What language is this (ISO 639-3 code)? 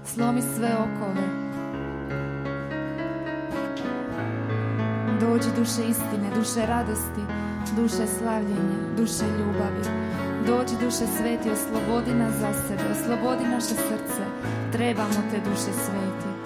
hrv